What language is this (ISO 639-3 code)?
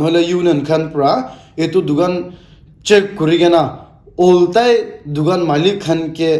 nag